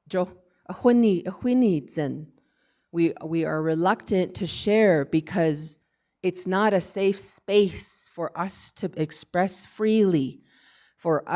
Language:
Navajo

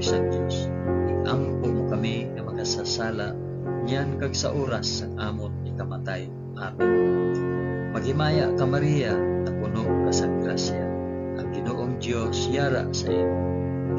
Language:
Hiligaynon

